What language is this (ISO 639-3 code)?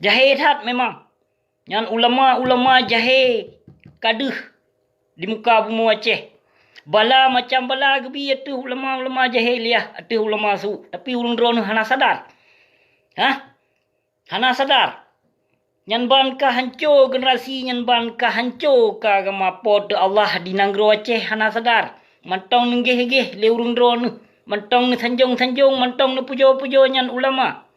ace